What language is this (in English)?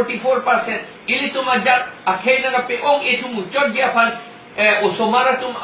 Karbi